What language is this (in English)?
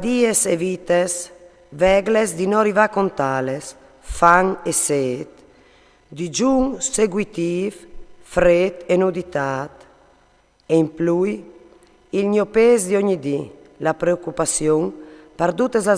Friulian